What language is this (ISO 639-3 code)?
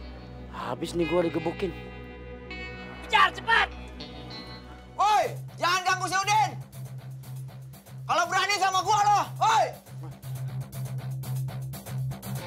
ind